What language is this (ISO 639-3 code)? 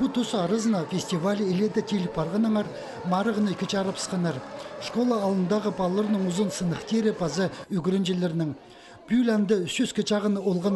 kjh